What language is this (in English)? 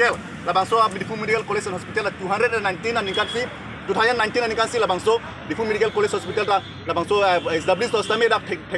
Karbi